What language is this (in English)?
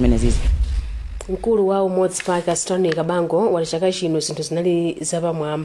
Nyanja